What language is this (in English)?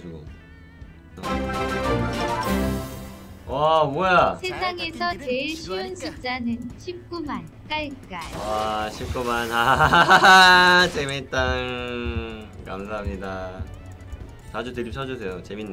Korean